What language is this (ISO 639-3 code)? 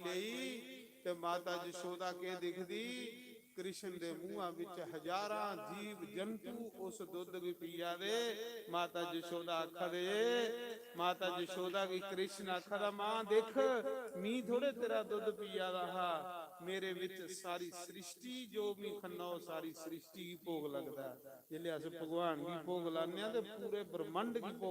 doi